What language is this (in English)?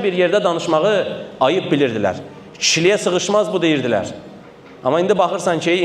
Azerbaijani